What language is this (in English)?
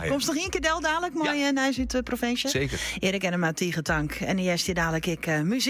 Western Frisian